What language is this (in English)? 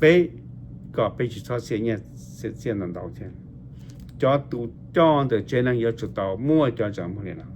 Hmong